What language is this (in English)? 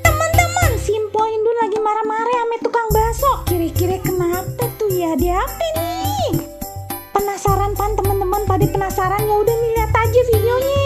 Betawi